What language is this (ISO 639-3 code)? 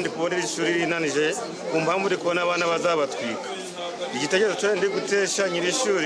nyn